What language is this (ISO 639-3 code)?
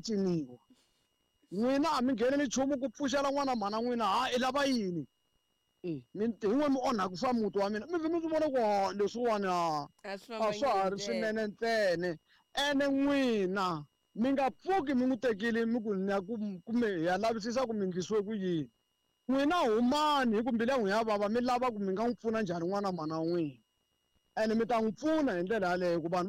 tso